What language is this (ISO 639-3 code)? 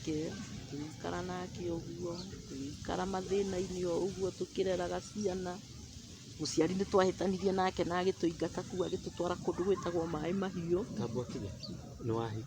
kik